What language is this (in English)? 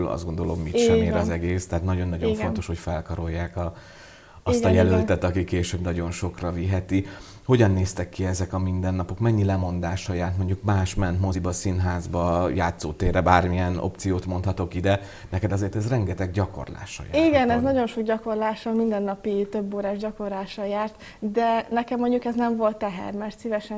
Hungarian